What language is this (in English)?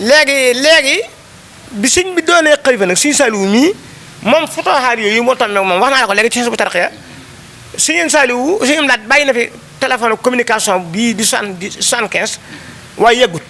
Wolof